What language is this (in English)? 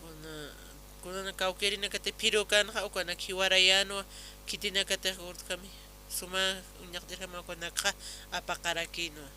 Aymara